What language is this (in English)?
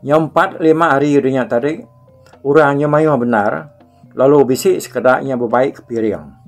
Iban